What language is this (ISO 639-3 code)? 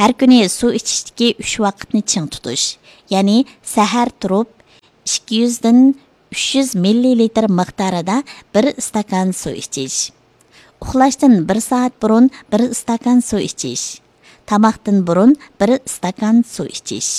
uig